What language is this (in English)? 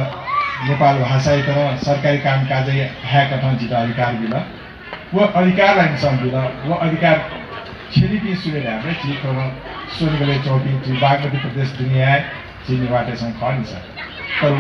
Newari